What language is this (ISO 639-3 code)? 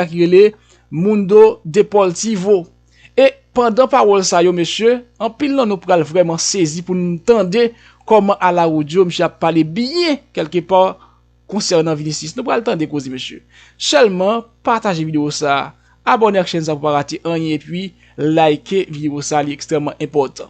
hat